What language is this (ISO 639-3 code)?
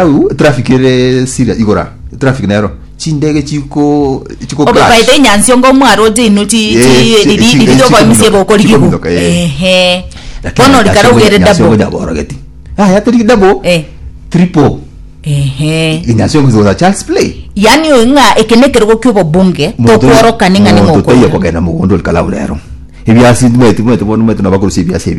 guz